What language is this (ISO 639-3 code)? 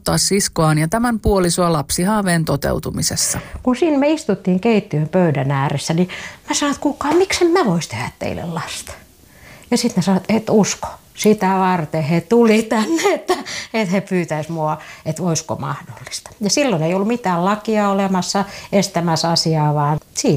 fin